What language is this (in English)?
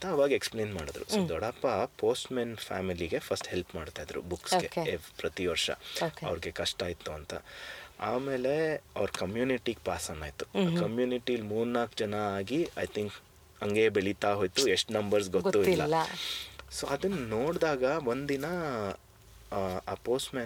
Kannada